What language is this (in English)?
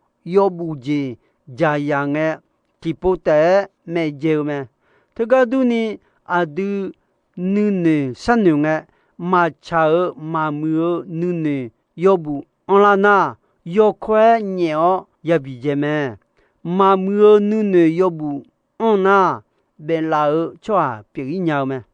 Akha